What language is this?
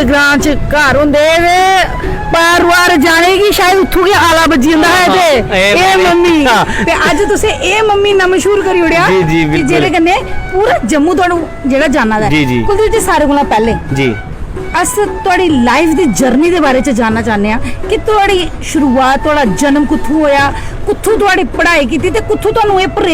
Dogri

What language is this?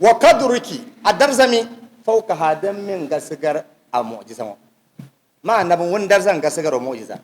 Dagbani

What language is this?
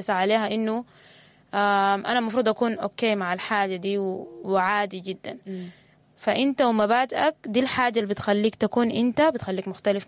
Sudanese Arabic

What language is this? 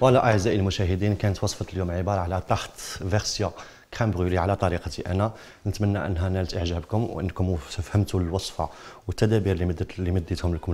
Algerian Arabic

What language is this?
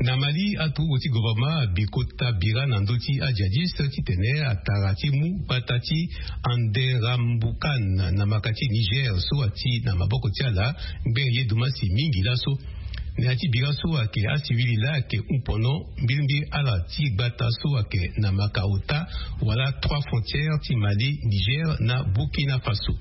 Sango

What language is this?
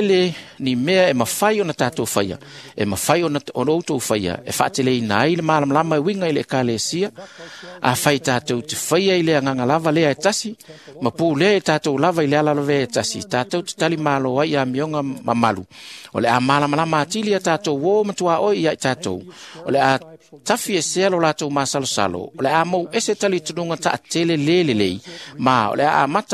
Samoan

